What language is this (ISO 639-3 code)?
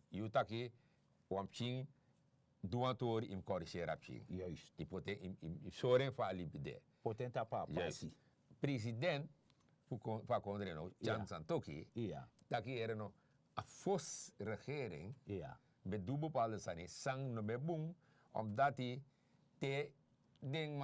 srn